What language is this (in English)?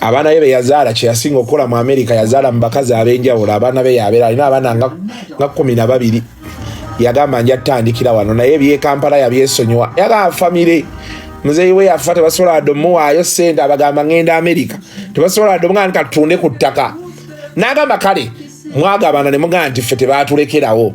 Ganda